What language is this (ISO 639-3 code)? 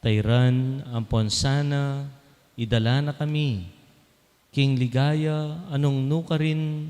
pam